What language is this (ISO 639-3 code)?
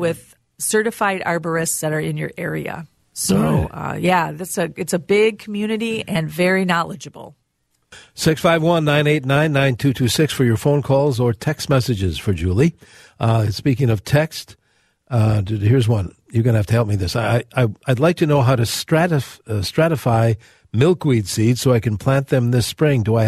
eng